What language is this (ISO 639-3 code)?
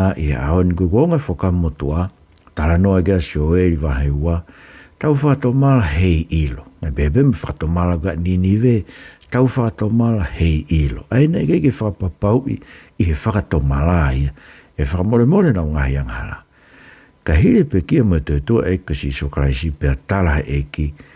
ton